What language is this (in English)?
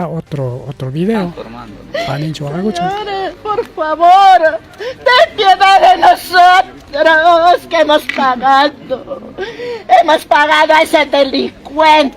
Ayacucho Quechua